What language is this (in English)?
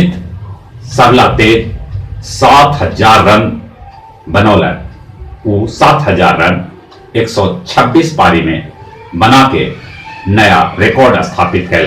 Magahi